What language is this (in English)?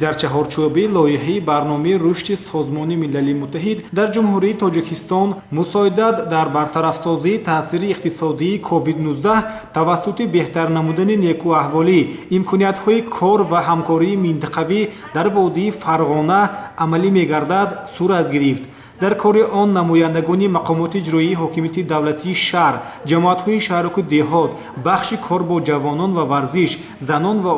Tajik